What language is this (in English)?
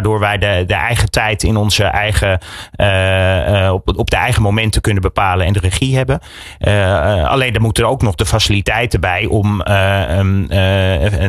Dutch